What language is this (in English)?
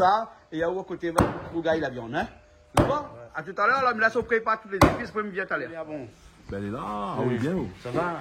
Réunion Creole French